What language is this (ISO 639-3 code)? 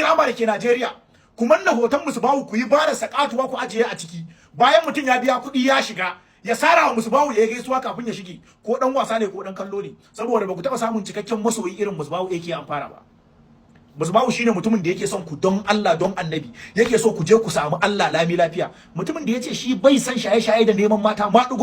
hau